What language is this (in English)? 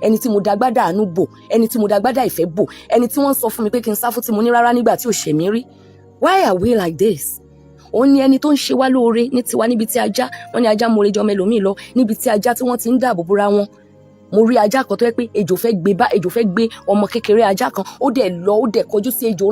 Yoruba